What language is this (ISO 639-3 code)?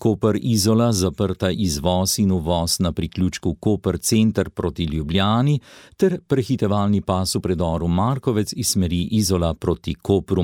slv